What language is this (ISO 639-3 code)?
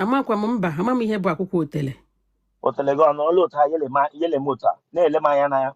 ibo